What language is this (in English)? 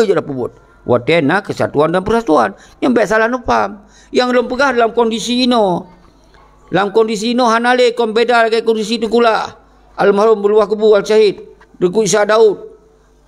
Achinese